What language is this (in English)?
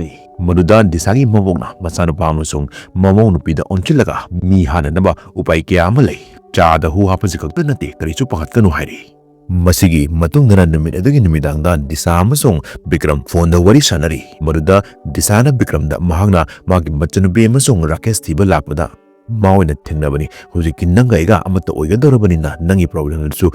Manipuri